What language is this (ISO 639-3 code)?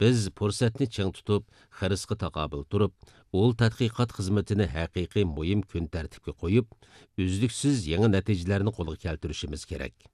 uig